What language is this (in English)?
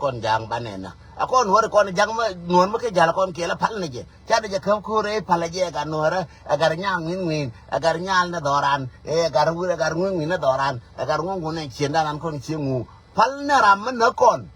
Nuer